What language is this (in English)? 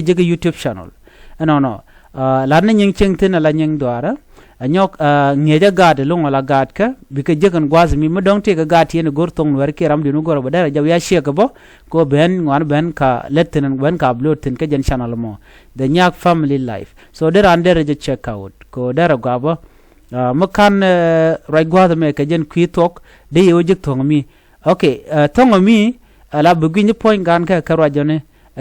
Nuer